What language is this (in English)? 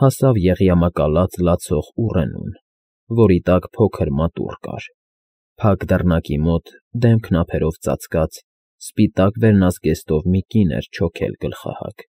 Armenian